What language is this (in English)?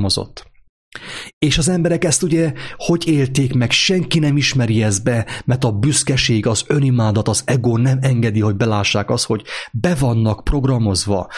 Hungarian